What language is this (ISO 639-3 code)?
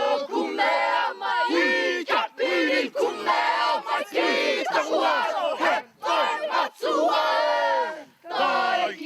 mri